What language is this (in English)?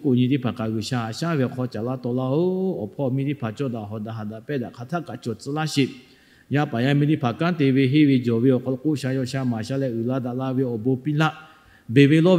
Lahu